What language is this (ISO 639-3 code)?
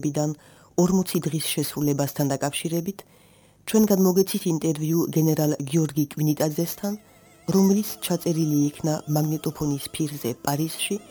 kat